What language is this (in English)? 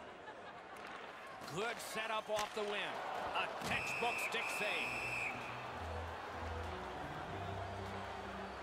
English